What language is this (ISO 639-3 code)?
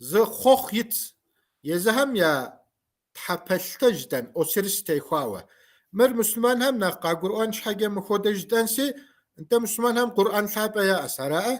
kbd